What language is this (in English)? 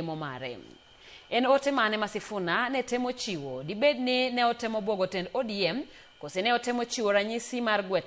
Luo (Kenya and Tanzania)